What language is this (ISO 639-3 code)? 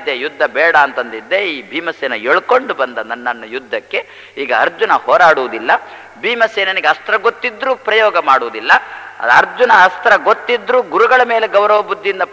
kan